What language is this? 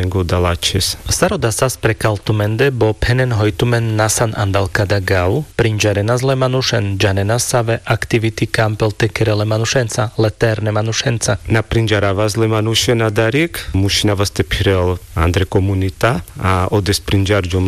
Carpathian Romani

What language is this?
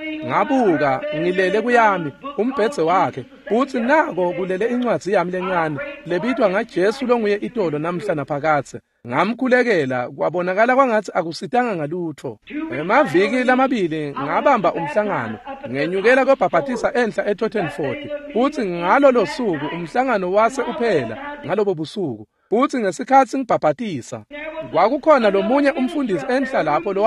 Swati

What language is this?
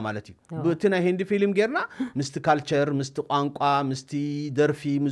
Tigrinya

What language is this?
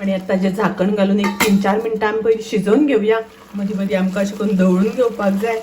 Konkani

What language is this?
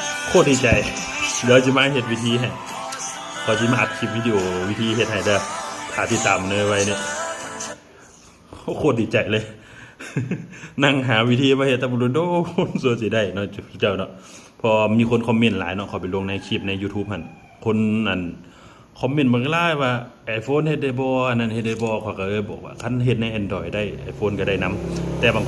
Lao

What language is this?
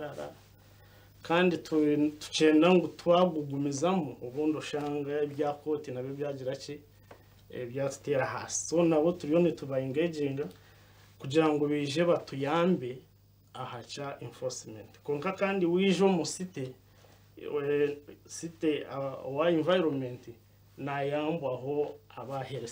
Nyankole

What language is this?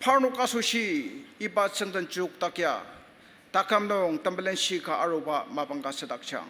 Ao Naga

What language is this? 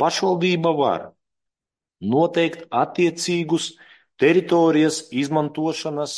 Latvian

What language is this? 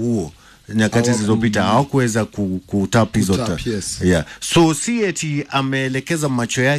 Swahili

